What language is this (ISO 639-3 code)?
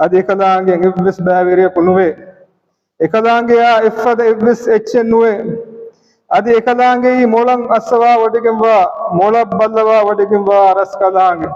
div